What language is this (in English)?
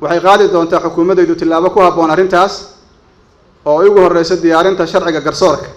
Somali